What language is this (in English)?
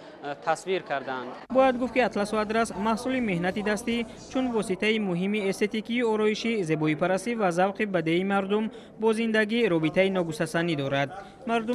Tajik